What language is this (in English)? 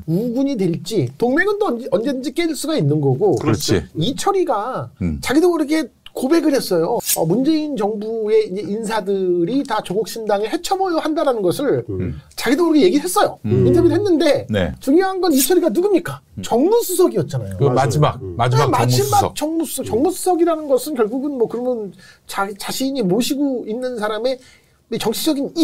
Korean